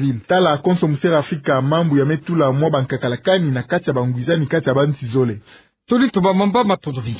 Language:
Kituba (Democratic Republic of Congo)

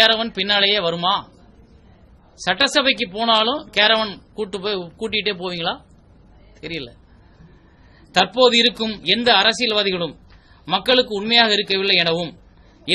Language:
Tamil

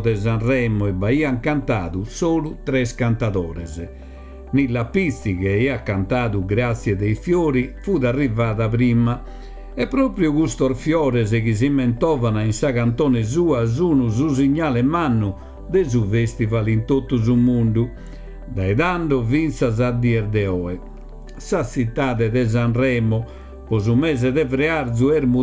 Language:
Sardinian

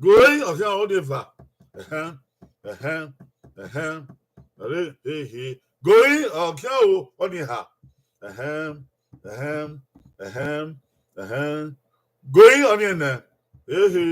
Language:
Bini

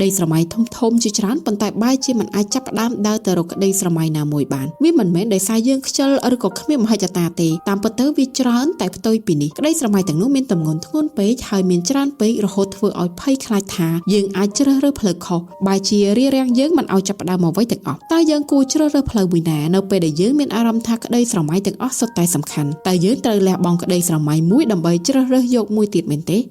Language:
Khmer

